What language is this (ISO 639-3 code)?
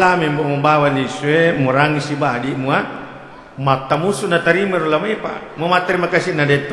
bug